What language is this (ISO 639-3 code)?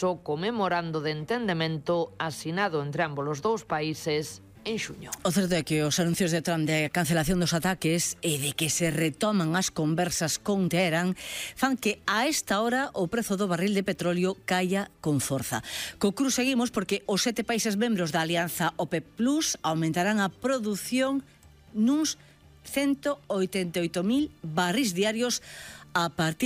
glg